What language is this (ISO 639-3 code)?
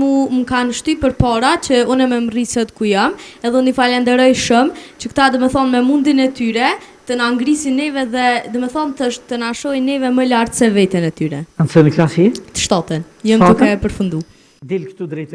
sqi